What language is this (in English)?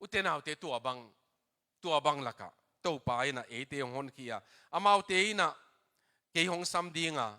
Tedim Chin